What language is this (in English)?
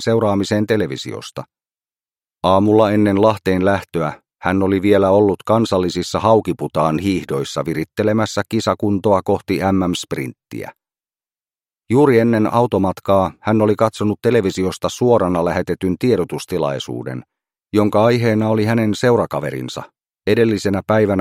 Finnish